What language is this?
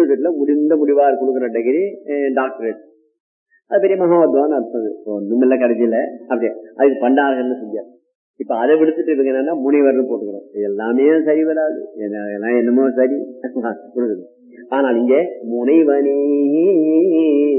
Tamil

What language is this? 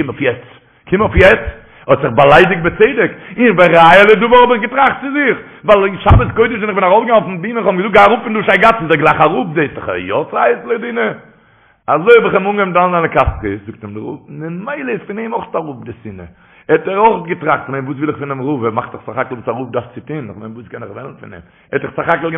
Yiddish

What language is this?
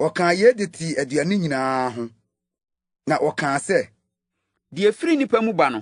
Akan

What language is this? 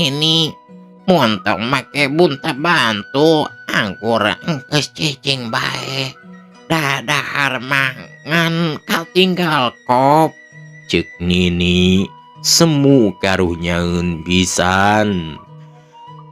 Sundanese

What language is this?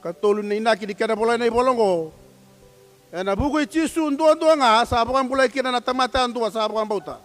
Fijian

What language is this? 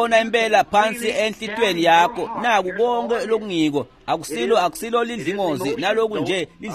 Swati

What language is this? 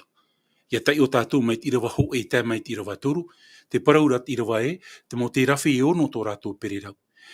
Tahitian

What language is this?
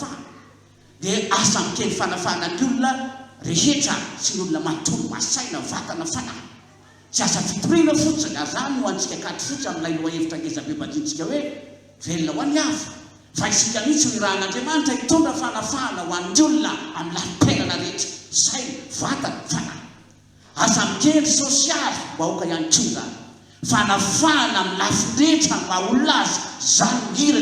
Malagasy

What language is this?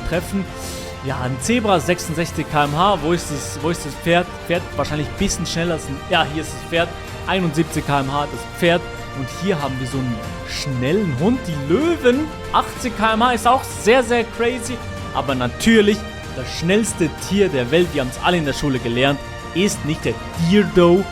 Swiss German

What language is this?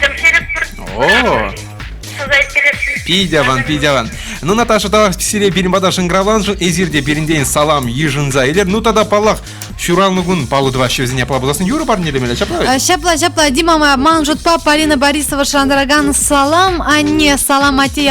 Chuvash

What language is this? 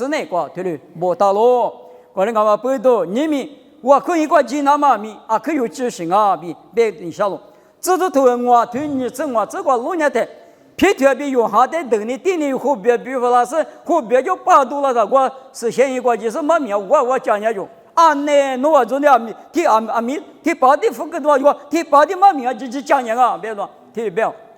Lisu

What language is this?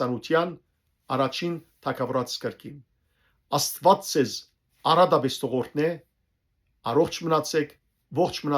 Western Armenian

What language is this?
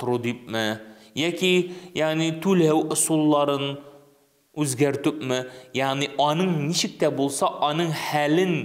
Tatar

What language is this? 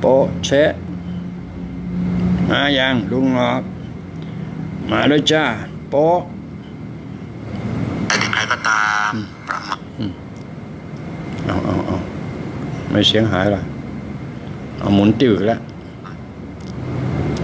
Thai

